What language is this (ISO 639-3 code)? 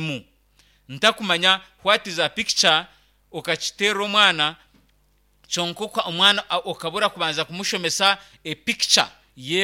nyn